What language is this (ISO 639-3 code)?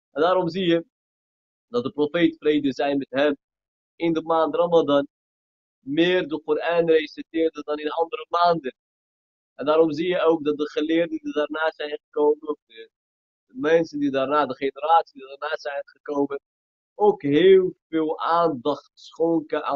nld